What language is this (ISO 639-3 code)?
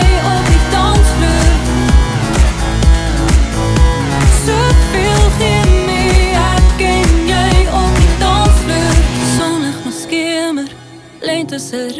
afr